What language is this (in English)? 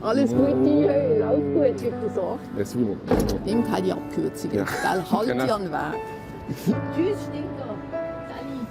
Swiss German